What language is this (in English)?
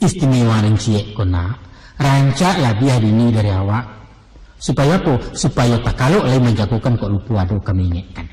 Minangkabau